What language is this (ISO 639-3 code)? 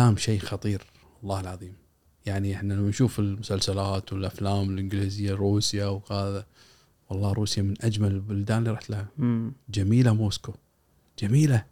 afb